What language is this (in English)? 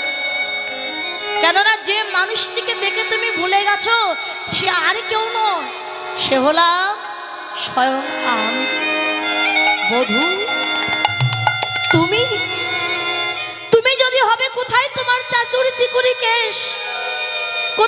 Bangla